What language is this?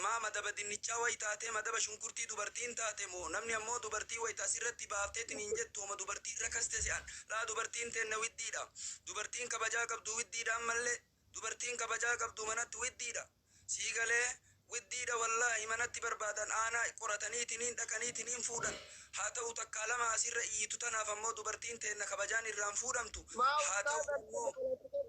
Oromo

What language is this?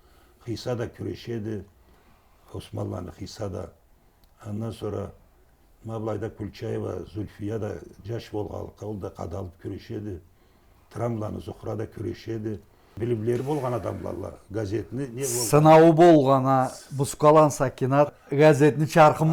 Karachay-Balkar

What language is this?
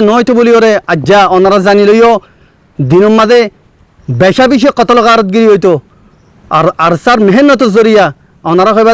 Rohingya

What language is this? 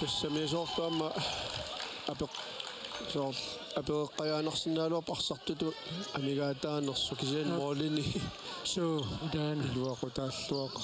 Kalaallisut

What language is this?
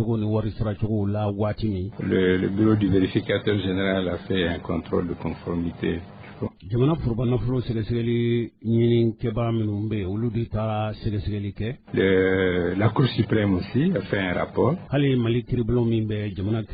Bambara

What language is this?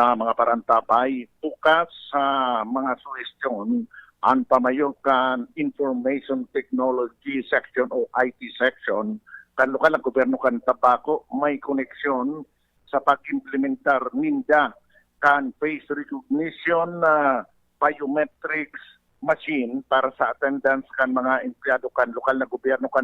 Bikol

